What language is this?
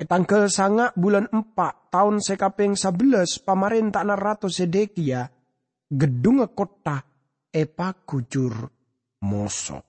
Madurese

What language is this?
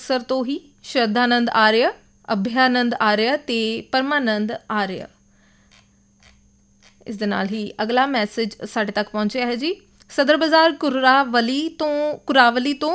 Punjabi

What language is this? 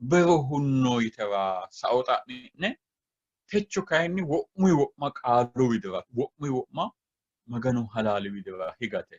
Sidamo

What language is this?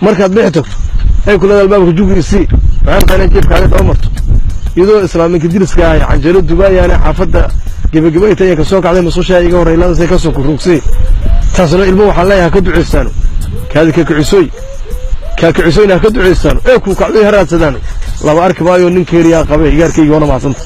Somali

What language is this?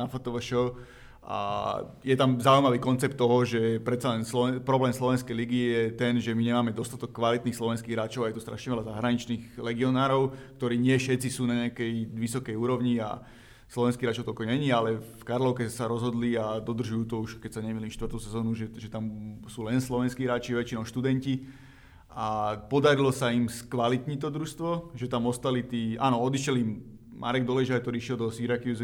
Slovak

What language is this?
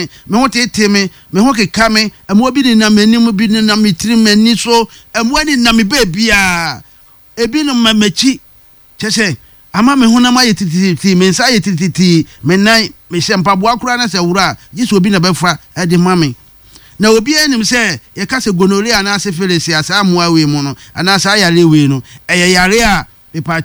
Akan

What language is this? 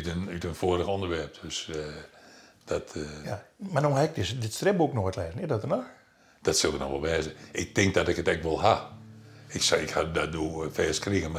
Western Frisian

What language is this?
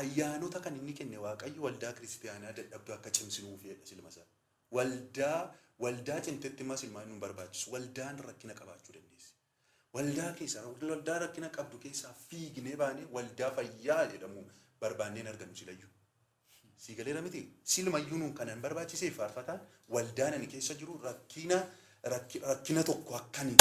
Oromo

